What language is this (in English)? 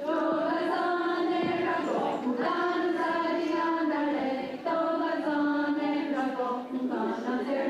Mohawk